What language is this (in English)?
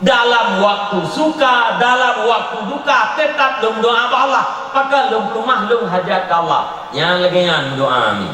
Achinese